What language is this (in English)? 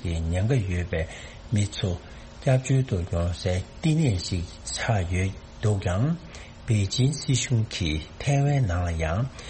Tibetan